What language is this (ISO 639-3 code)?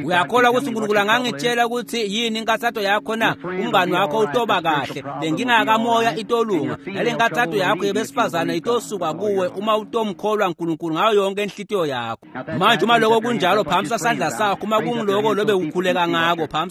ssw